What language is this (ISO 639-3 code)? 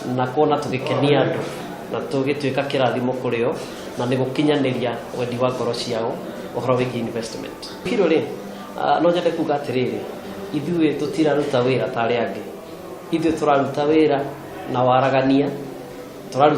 kik